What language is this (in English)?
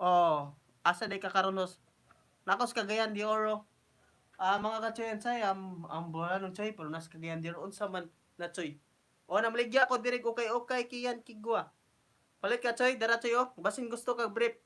Cebuano